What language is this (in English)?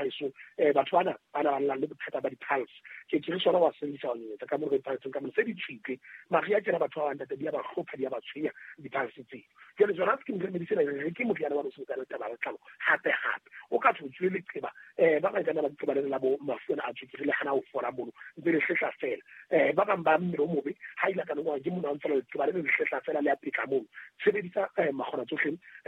Southern Sotho